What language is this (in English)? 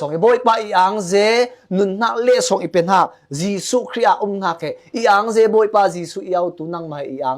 Falam Chin